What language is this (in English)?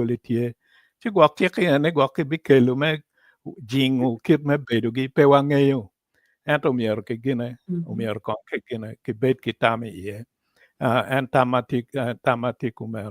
Acoli